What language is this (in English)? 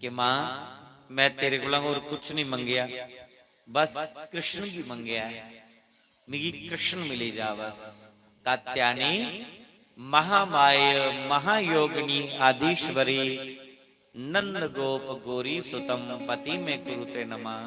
Dogri